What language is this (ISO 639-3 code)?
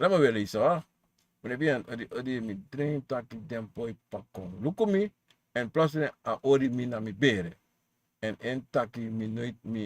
srn